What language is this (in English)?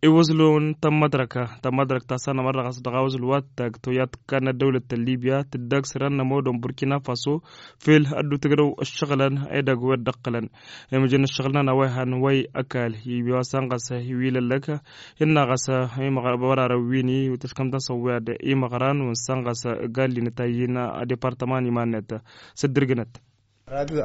Tamasheq